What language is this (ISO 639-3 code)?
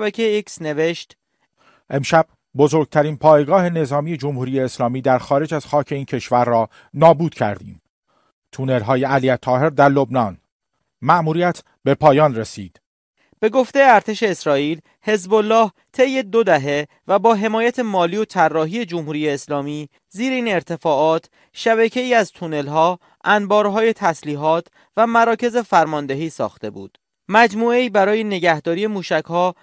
fas